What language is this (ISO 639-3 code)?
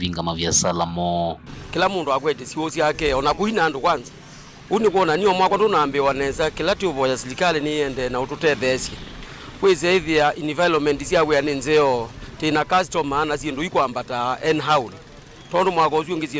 kam